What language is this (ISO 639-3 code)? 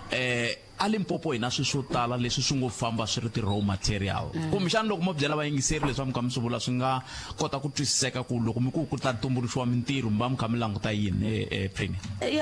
tso